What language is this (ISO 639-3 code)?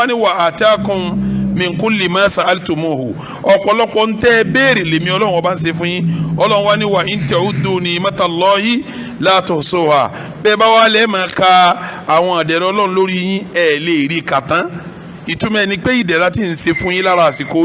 yor